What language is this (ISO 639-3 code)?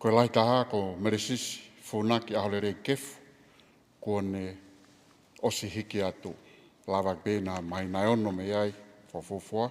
ton